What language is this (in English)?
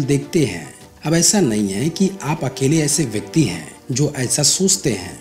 Hindi